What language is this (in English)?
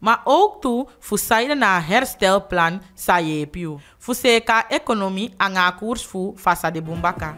Eastern Maroon Creole